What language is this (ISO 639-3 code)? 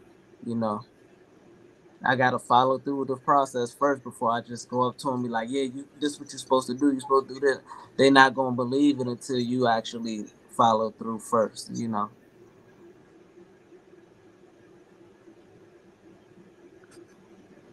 eng